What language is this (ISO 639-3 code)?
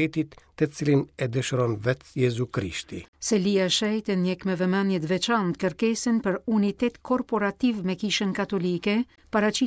sqi